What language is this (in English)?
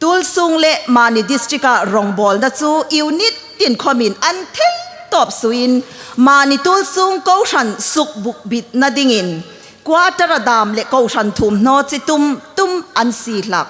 Hmar